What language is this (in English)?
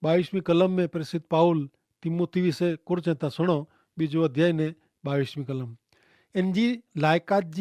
Kachhi